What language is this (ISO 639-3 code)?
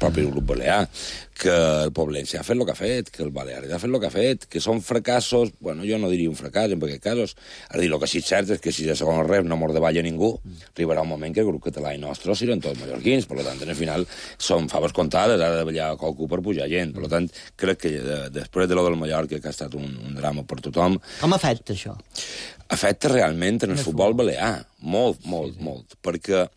cat